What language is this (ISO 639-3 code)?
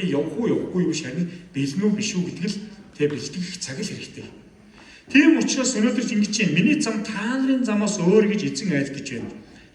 mon